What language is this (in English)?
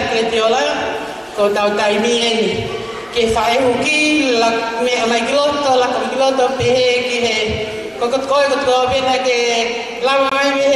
Tongan